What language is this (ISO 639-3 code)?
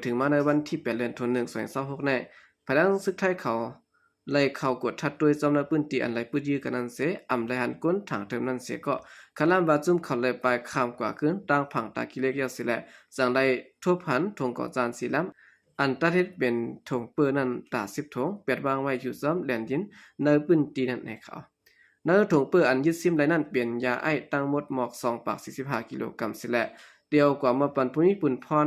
shn